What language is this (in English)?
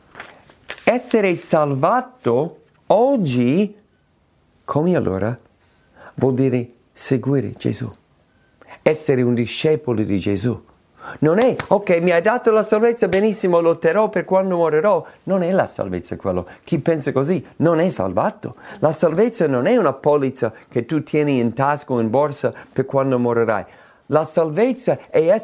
Italian